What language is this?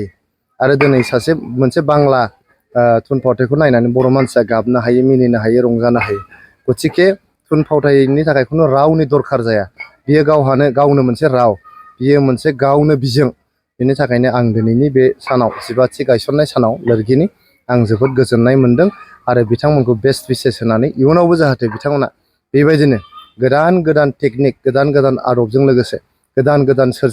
Bodo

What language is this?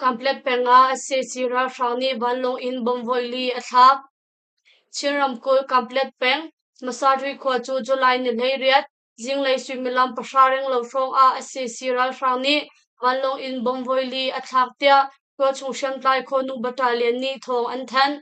Hakha Chin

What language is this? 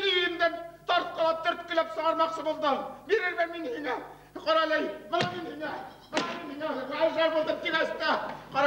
Bashkir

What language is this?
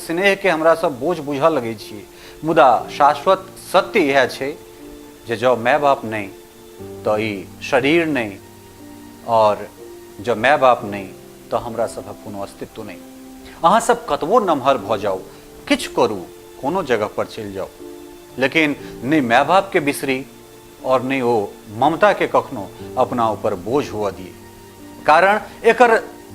Maithili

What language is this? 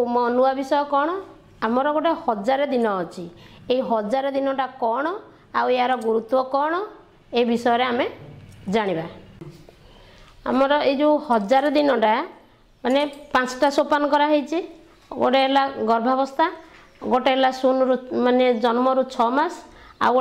Odia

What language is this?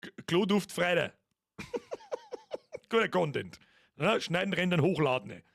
Bavarian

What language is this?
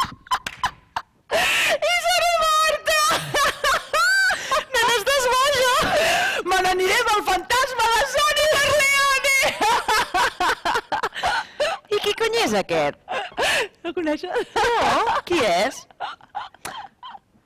Catalan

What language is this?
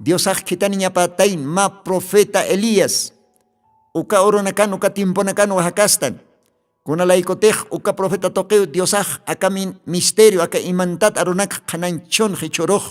Aymara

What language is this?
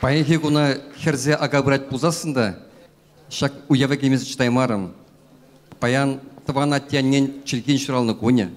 Chuvash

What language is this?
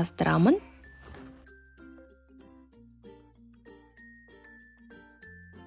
Kazakh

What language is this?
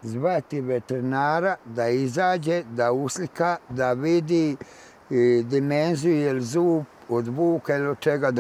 Bosnian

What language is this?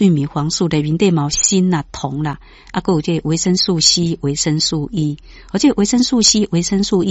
Min Nan Chinese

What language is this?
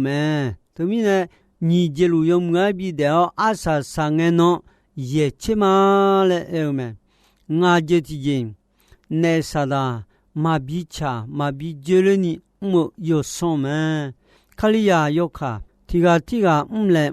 Akha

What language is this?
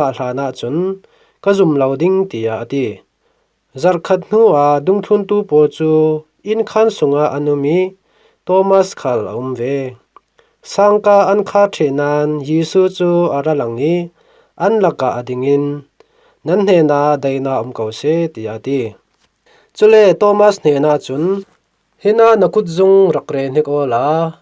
Falam Chin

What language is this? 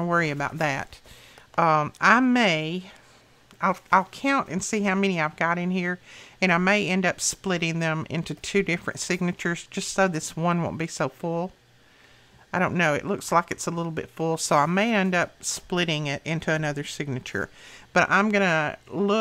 English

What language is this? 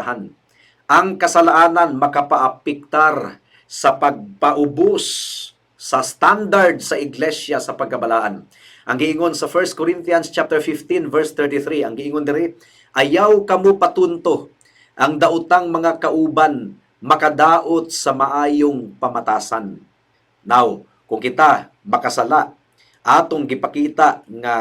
Cebuano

